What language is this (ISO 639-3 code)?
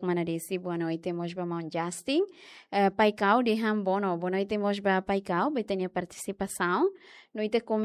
tet